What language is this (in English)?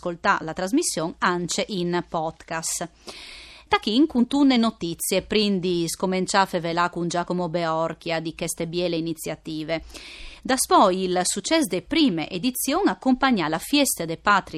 Friulian